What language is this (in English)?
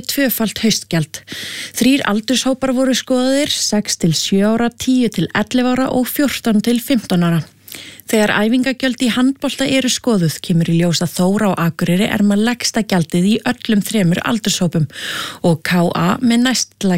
Icelandic